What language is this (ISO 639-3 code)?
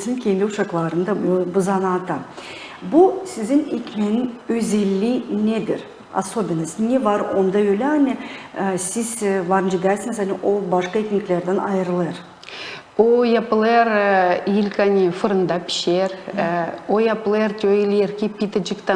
gag